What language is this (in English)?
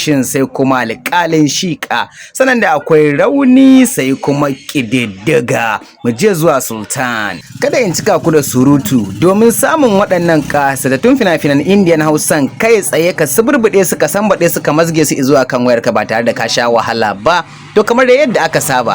Hausa